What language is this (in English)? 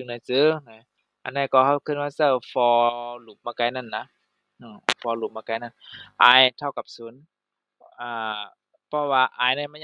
Shan